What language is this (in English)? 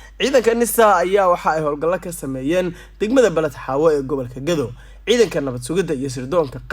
Somali